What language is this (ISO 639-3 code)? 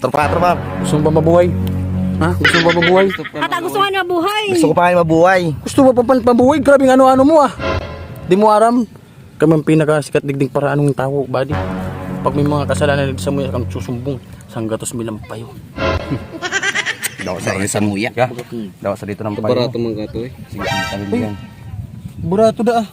bik